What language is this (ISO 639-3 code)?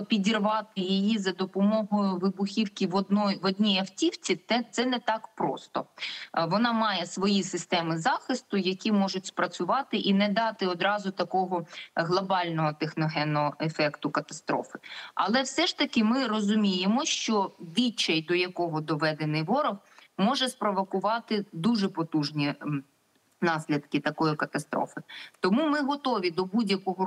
ukr